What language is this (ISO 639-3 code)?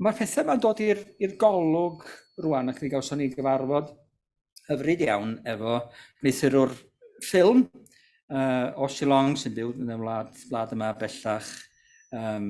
cym